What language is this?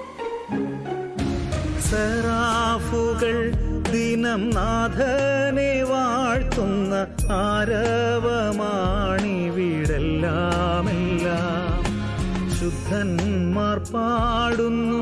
Malayalam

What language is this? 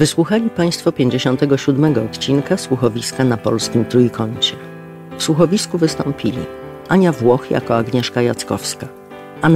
Polish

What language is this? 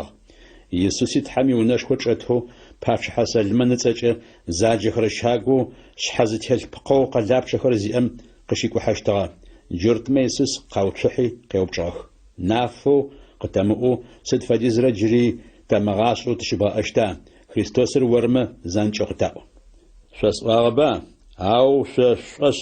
Adyghe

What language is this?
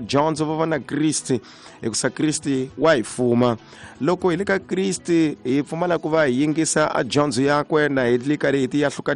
Tsonga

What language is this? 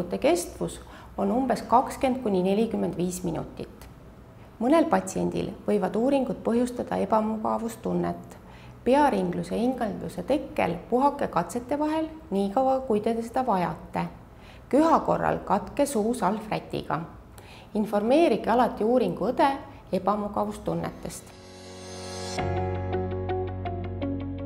Estonian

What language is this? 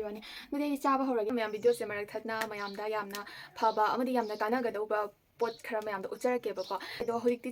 Manipuri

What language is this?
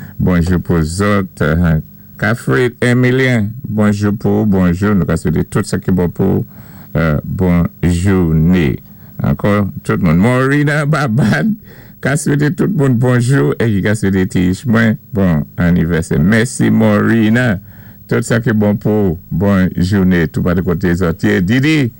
Saint Lucian Creole French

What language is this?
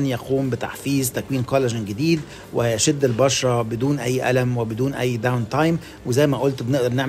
Tunisian Arabic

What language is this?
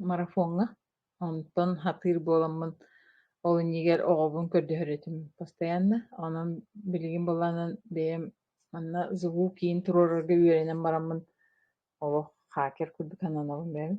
Yakut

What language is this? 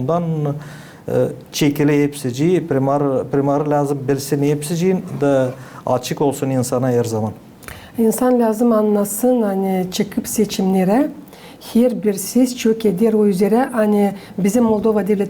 Gagauz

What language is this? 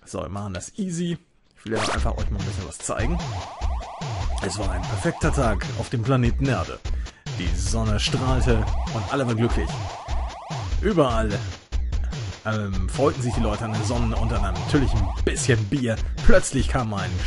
German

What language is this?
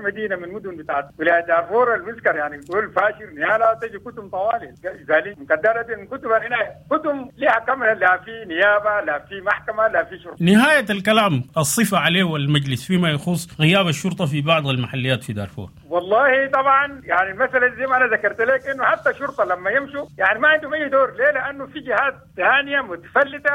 Sudanese Arabic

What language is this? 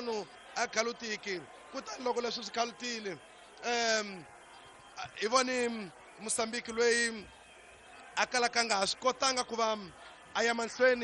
Tsonga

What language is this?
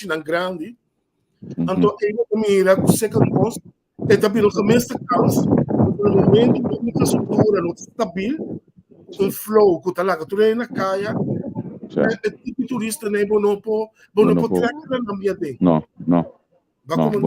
Papiamento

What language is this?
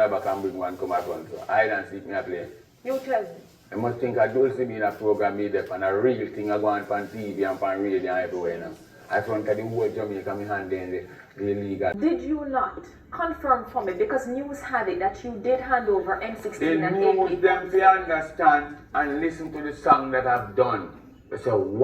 Jamaican Creole English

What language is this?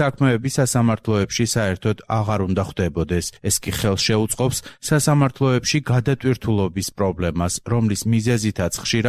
Georgian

